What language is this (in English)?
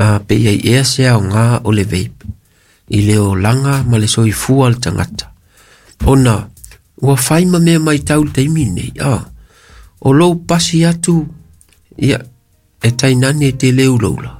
Samoan